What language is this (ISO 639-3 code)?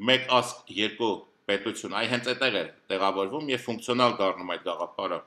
hye